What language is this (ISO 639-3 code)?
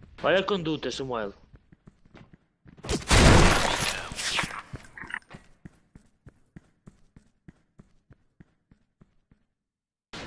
por